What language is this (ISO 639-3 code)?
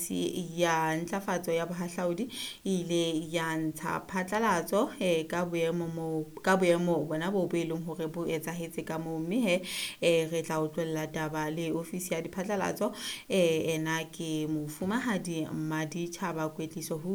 sot